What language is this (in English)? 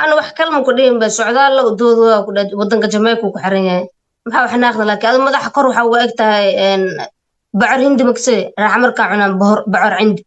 Somali